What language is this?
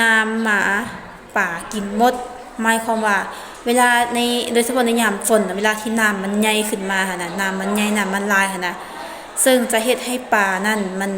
Lao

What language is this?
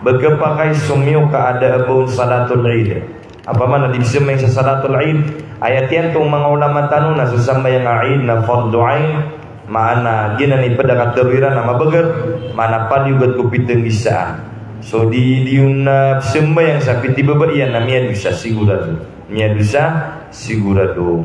Maranao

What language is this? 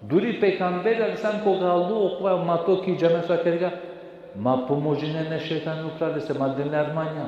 Balkan Romani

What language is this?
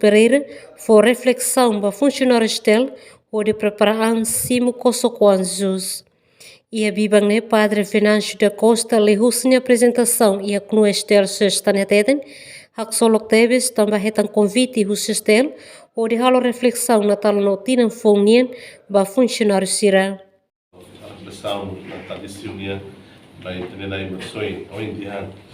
Tetum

